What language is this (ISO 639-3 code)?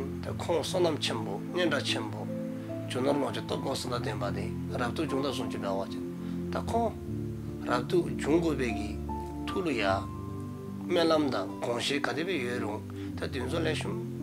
dzo